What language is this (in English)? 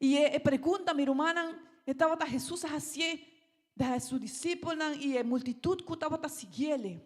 Papiamento